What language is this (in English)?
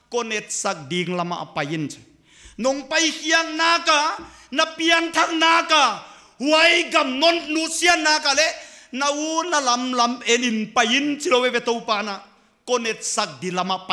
Paite Chin